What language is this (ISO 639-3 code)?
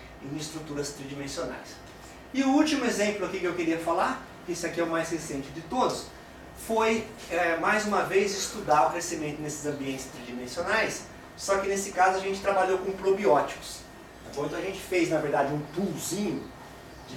por